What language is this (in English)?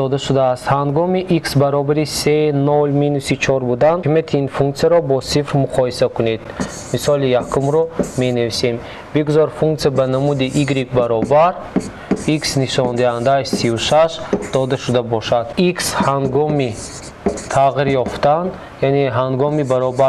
Tajik